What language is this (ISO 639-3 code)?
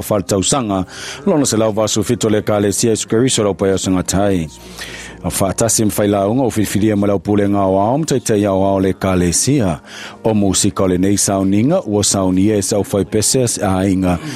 smo